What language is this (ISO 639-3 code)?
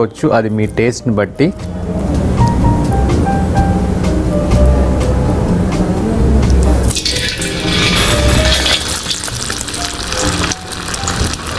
tel